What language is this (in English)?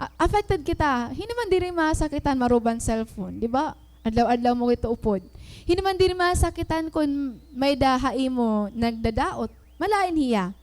Waray